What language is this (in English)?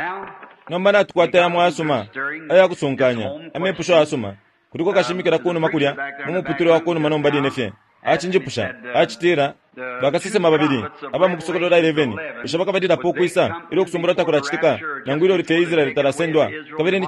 Bemba